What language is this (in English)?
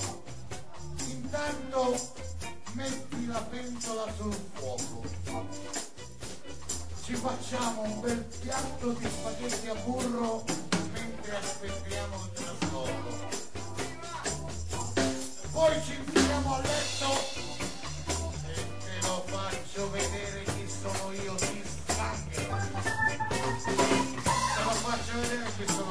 Italian